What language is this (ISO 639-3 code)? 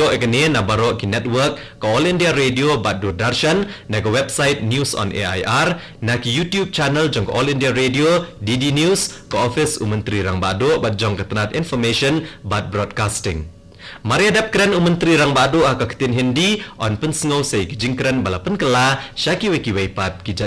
kha